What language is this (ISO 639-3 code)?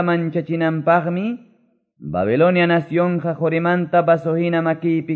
que